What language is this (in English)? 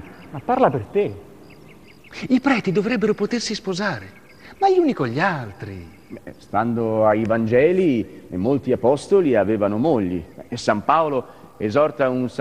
Italian